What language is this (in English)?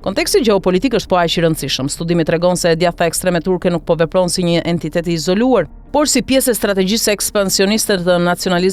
Albanian